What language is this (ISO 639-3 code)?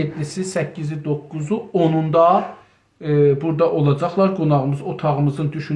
azb